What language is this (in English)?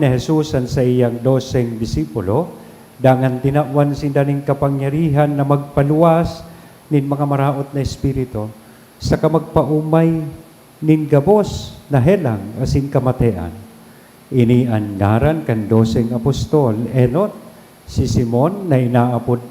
Bikol